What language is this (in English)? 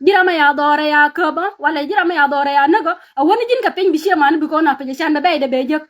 Nuer